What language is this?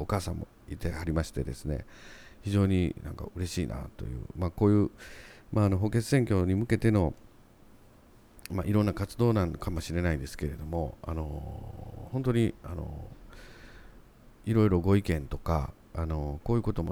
Japanese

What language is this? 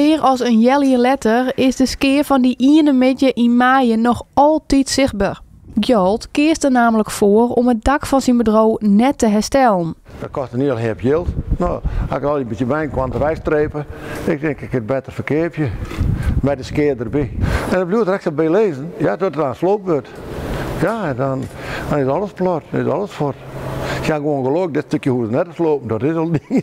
Western Frisian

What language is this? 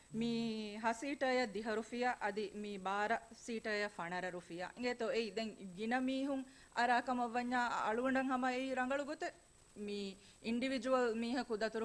Divehi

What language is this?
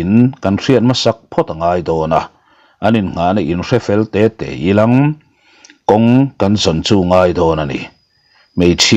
Mizo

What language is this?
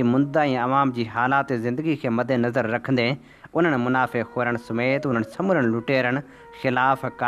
Sindhi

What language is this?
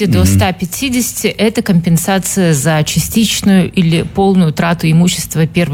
Russian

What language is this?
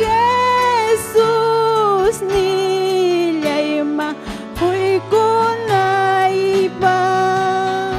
Ayacucho Quechua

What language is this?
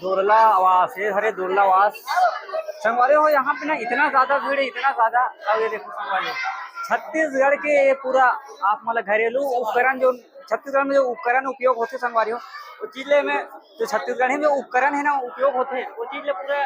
Chhattisgarhi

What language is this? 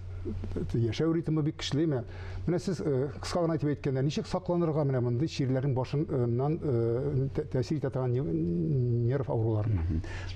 Tatar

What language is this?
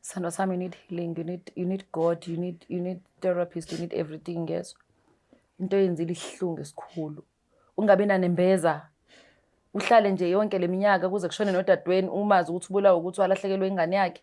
Zulu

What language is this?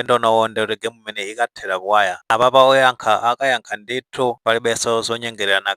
Nyanja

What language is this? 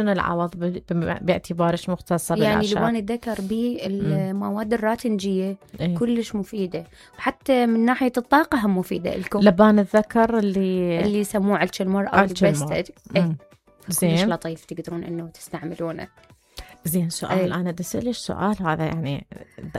Mesopotamian Arabic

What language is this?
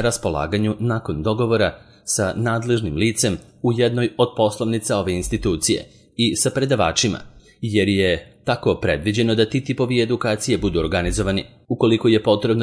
Serbian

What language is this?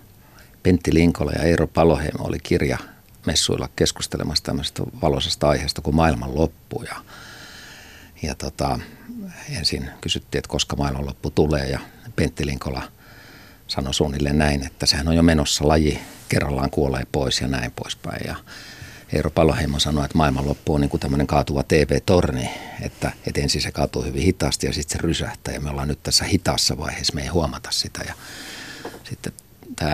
Finnish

